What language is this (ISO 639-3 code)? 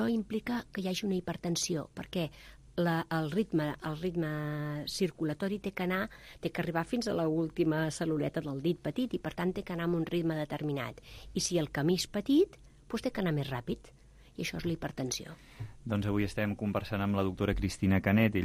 cat